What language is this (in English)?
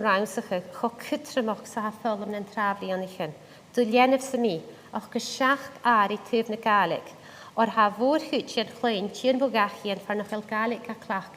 Scottish Gaelic